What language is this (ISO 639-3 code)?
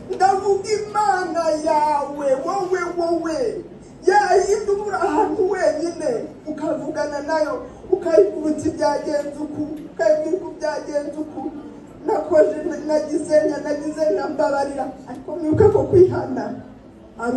kin